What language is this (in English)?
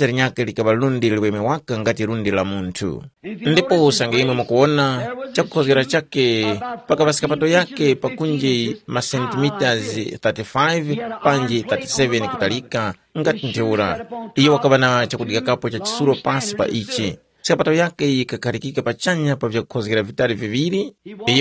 Tumbuka